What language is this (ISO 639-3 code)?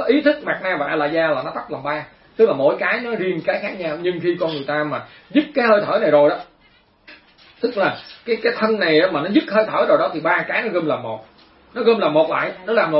vie